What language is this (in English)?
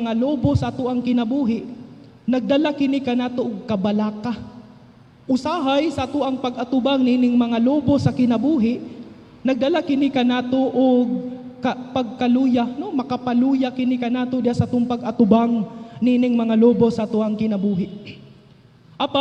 Cebuano